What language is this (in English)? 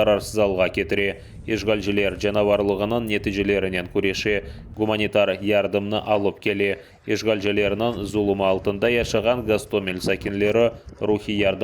Crimean Tatar